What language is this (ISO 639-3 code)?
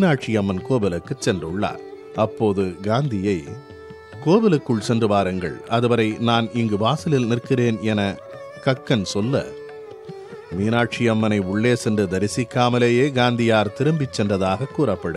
tam